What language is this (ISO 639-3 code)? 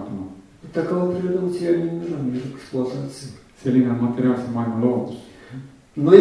est